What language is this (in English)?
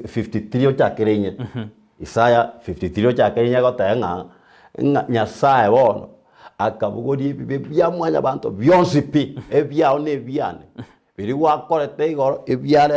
Gusii